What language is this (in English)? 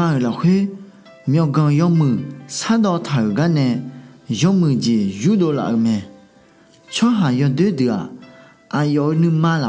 Akha